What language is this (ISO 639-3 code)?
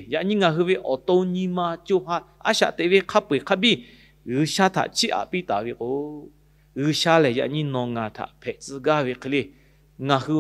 lhu